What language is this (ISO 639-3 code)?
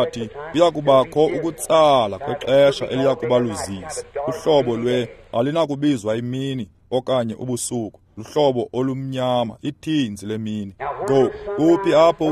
xho